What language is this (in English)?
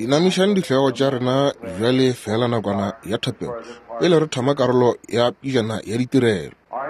Northern Sotho